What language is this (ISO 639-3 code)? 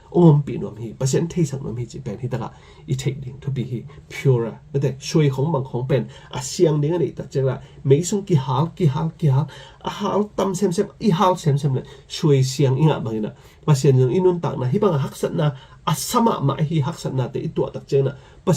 ctd